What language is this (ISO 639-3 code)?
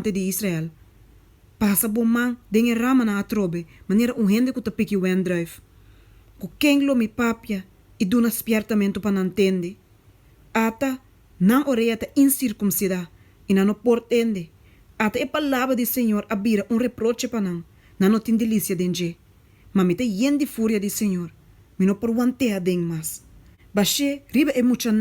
pap